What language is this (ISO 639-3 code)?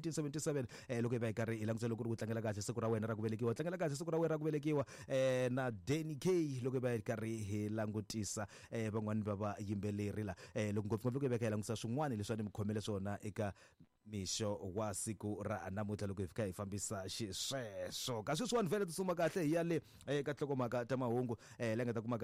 tso